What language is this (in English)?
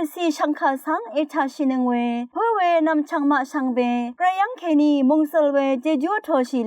Rawang